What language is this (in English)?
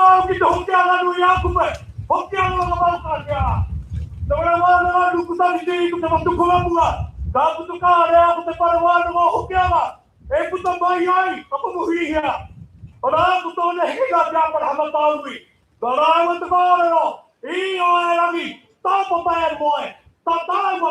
Māori